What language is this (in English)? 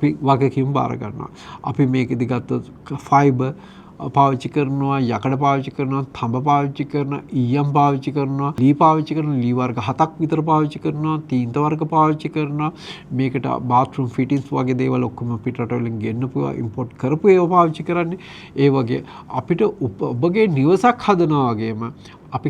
Sinhala